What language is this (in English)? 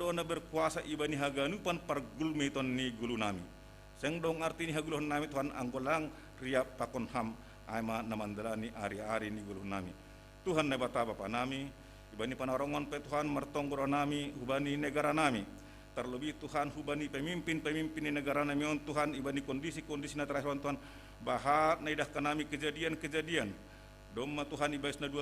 Batak Simalungun